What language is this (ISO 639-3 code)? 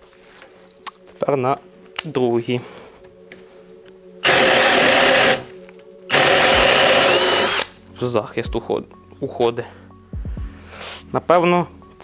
ukr